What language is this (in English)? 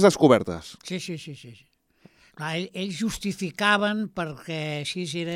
Catalan